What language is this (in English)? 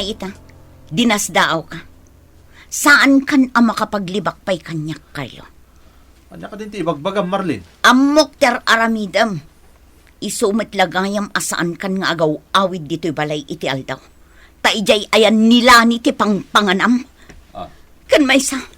Iloko